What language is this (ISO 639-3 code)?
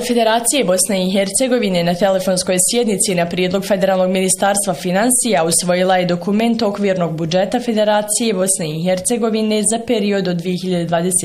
bos